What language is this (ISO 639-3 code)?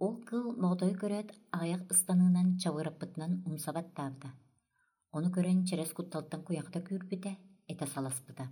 sah